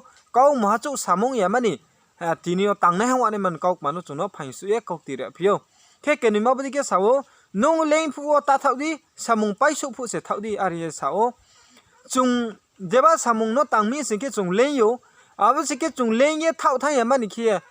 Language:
Riang (India)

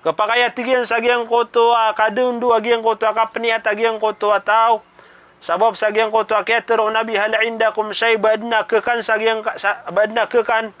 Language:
Maranao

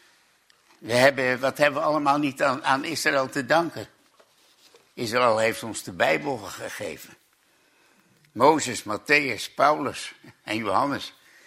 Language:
Dutch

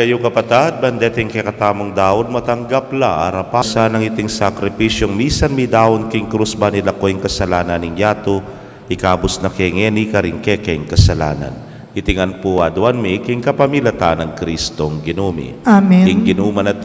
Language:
Pampanga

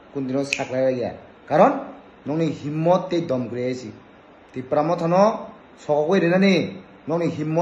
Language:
Kok Borok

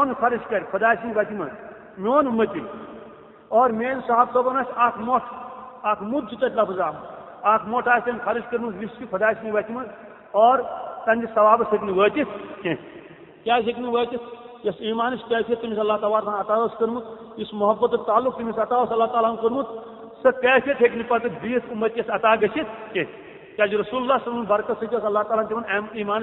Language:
Kashmiri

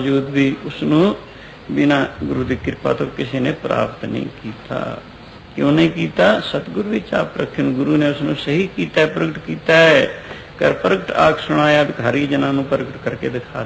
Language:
Punjabi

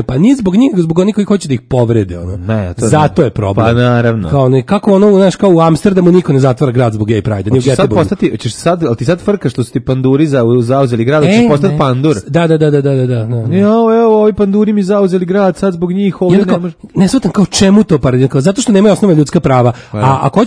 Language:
Serbian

